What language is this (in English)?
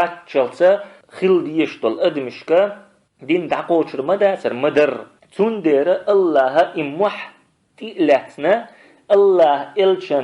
Chechen